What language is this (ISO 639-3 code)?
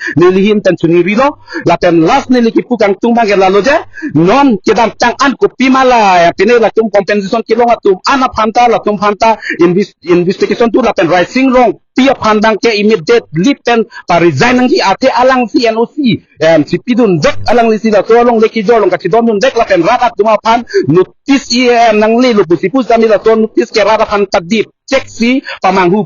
mjw